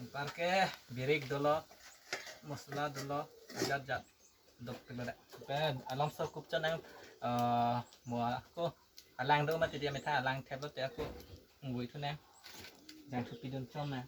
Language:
Karbi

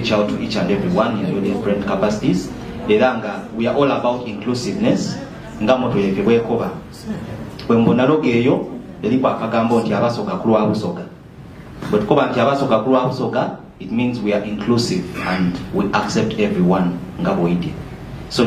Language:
Soga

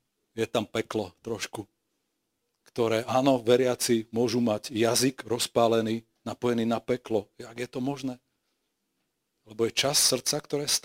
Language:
Slovak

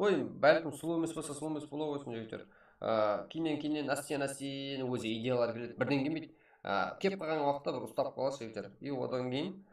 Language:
Kara-Kalpak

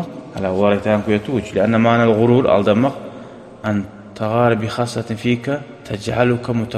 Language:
Kumyk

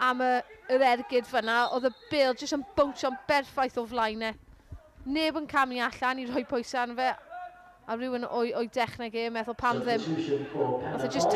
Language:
Welsh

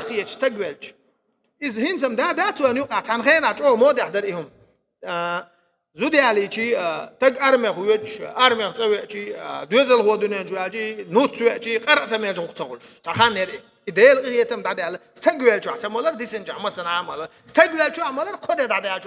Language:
Chechen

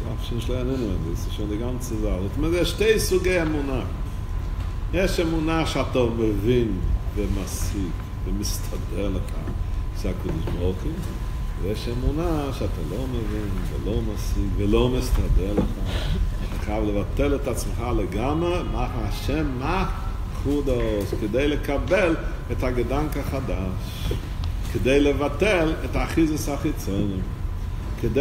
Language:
Hebrew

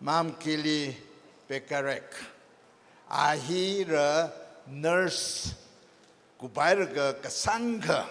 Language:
Tangkhul Naga (India)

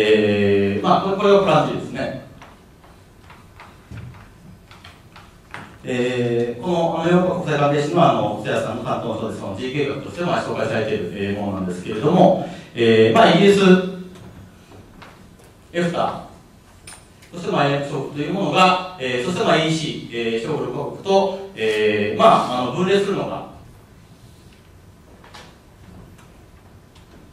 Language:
Japanese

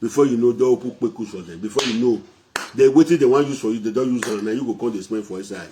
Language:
Nigerian Pidgin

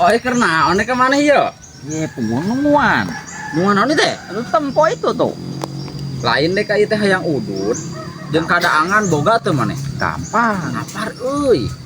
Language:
Sundanese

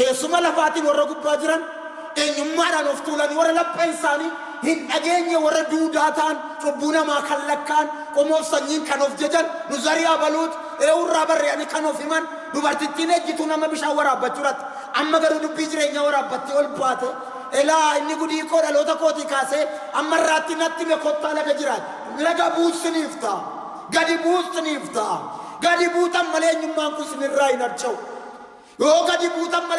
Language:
Oromo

